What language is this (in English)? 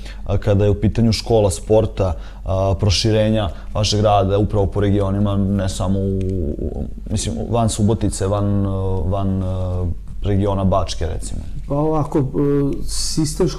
Serbian